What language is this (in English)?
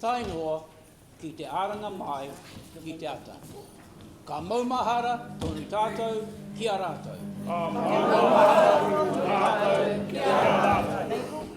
Māori